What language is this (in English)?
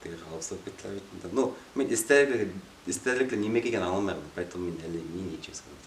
Bashkir